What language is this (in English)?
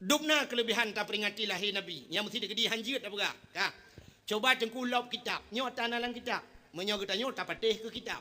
Achinese